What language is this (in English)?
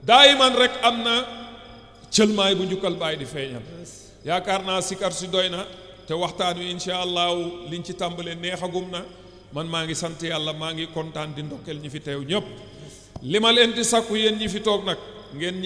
Wolof